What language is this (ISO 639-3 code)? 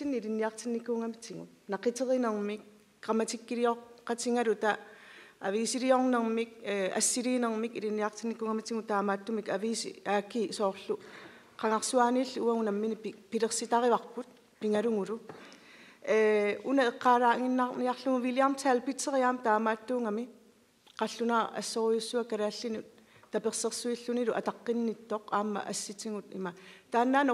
kal